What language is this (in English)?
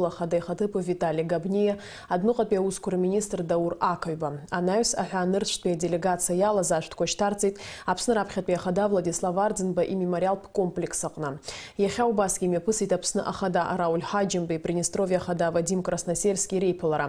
Abkhazian